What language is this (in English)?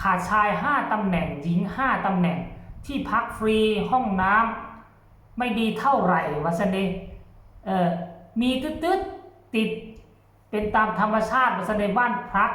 Northeastern Thai